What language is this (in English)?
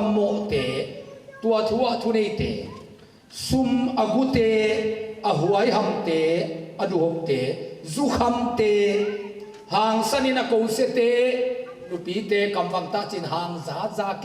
Tedim Chin